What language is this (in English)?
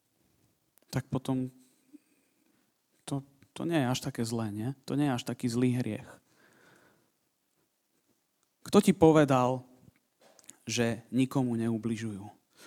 Slovak